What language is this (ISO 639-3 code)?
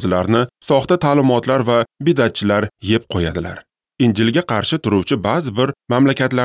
uzb